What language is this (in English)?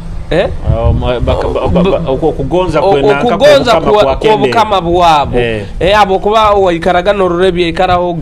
Nyoro